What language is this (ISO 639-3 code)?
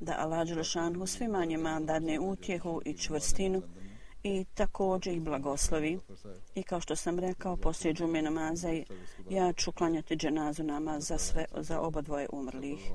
bos